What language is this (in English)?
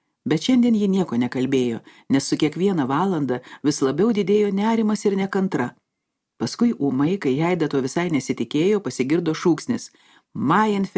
Lithuanian